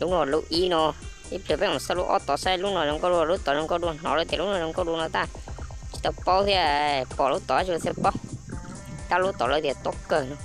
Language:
Hmong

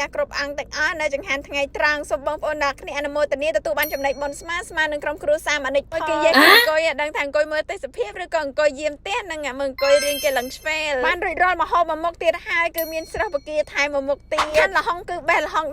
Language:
Khmer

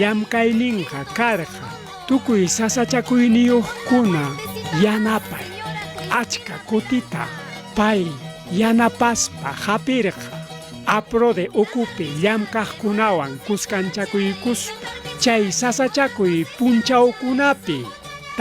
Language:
Ayacucho Quechua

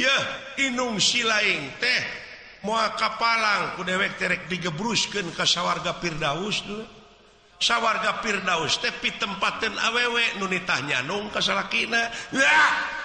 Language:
Sundanese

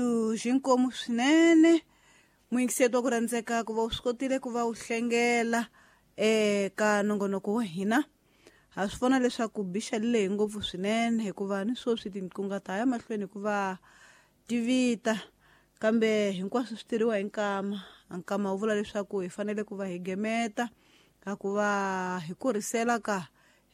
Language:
Tsonga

